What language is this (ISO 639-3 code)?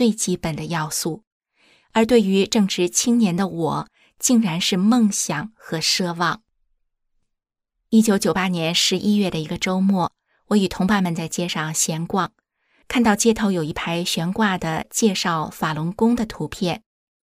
zho